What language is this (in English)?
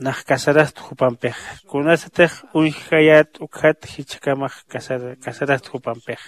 Aymara